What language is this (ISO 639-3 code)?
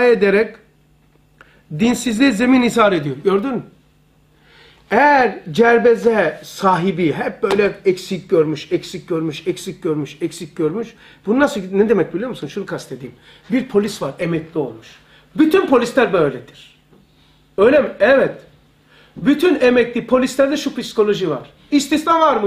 tur